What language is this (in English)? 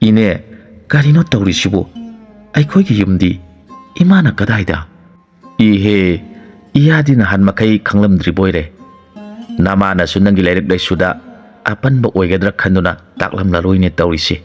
Manipuri